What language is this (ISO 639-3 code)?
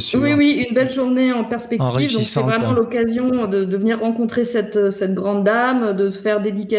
fra